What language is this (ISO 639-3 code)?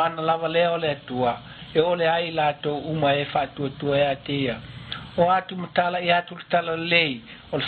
smo